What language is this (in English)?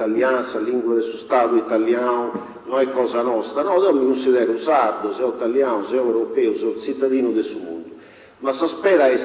Sardinian